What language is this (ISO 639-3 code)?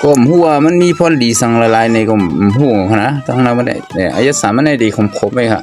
shn